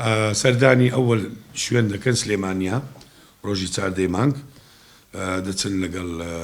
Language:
Central Kurdish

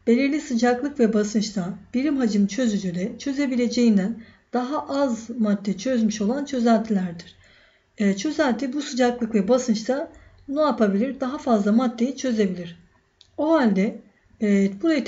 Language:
Turkish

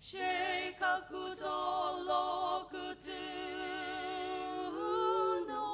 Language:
Sumi Naga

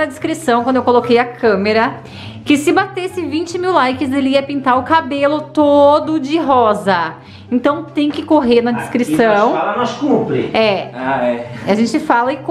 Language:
Portuguese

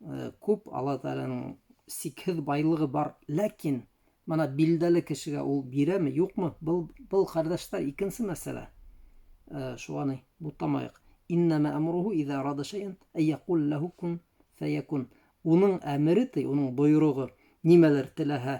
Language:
Bashkir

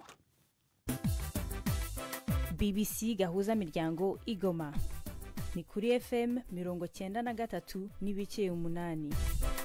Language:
Kinyarwanda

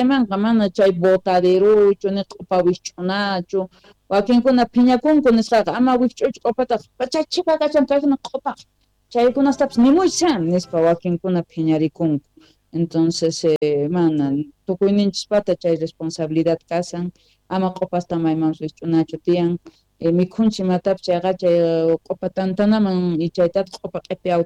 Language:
Quechua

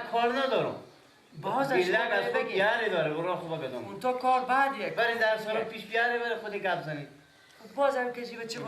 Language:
Persian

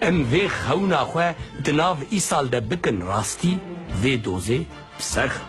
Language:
Kurdish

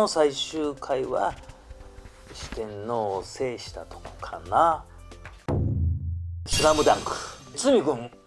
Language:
Japanese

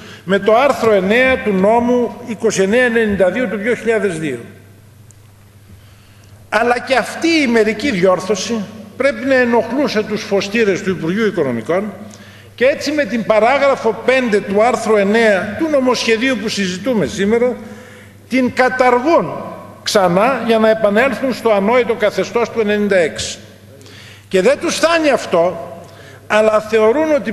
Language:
Greek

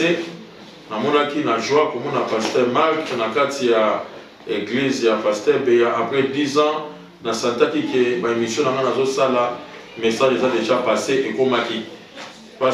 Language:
Lingala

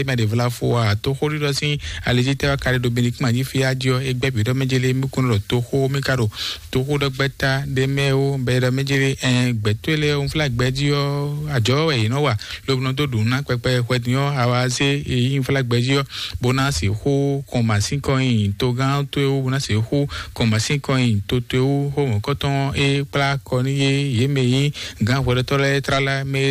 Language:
Fon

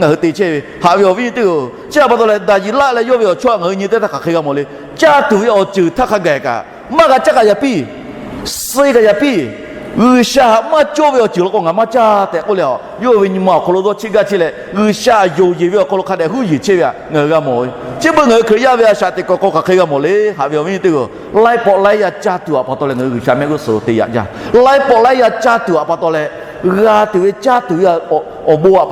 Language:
Lahu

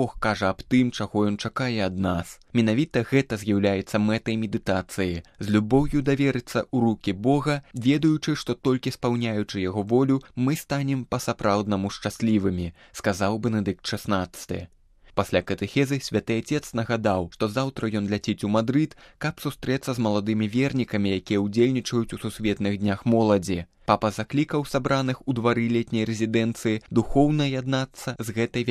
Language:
Belarusian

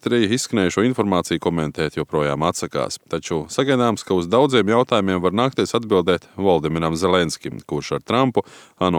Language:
Latvian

